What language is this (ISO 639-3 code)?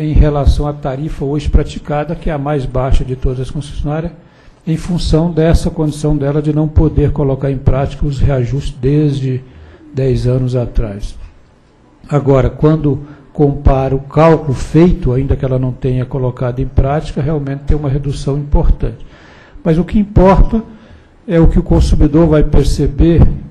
por